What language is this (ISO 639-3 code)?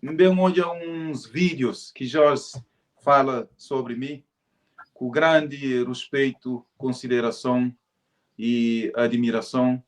kea